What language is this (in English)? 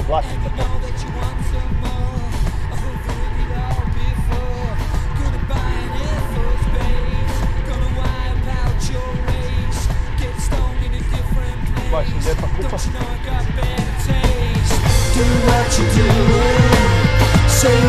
Croatian